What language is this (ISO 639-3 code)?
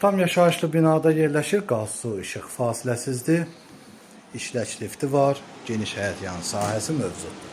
aze